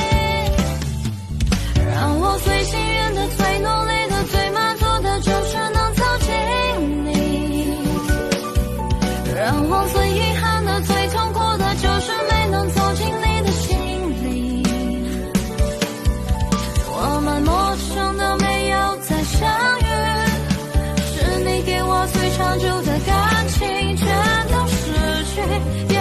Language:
Chinese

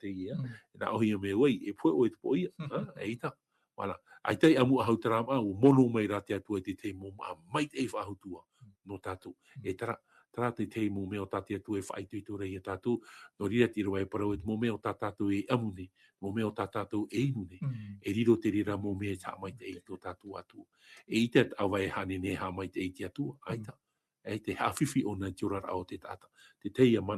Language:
Tahitian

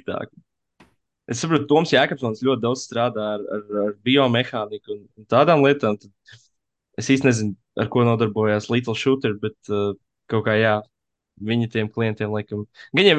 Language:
Latvian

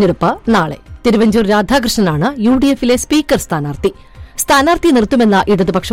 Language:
Malayalam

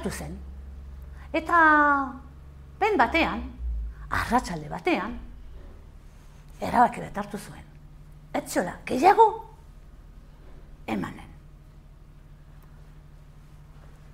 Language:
Basque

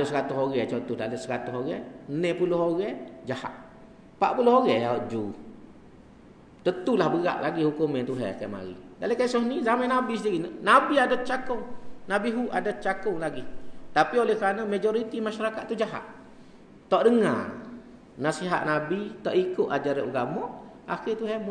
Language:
Malay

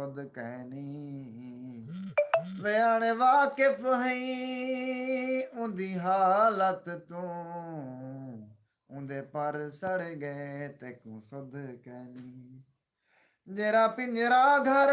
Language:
Saraiki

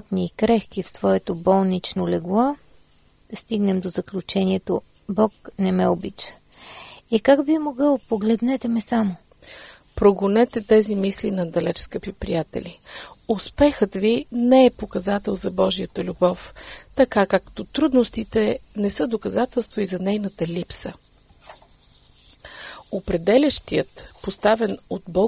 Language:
Bulgarian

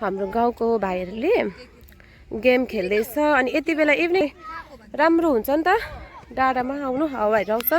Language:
Nepali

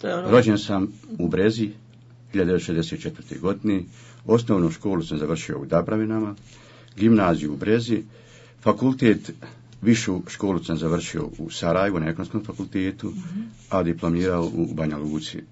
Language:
Bosnian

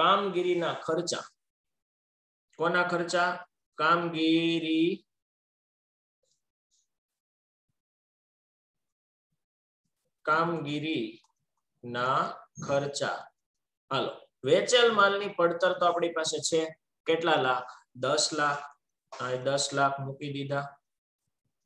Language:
Gujarati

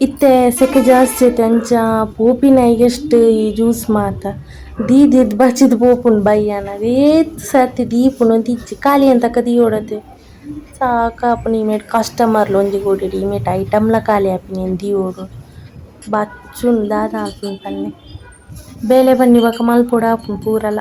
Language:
Tulu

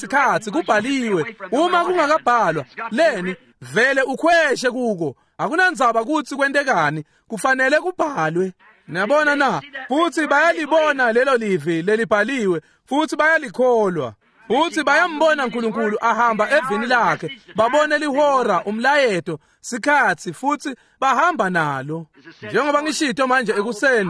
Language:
Swati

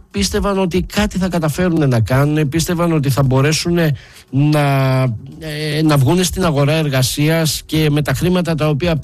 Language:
Greek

